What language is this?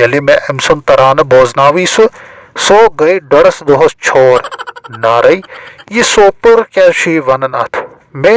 Kashmiri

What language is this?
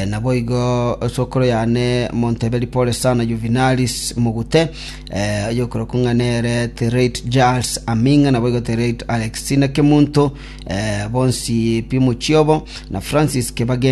Gusii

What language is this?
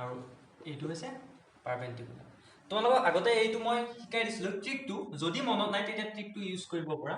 Assamese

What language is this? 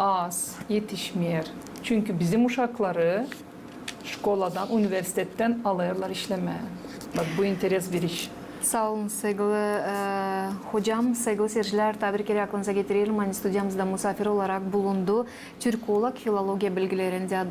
Gagauz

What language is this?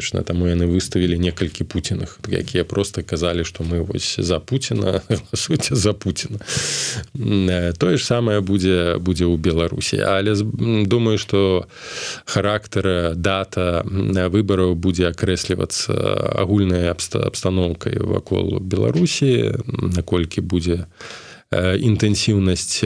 Belarusian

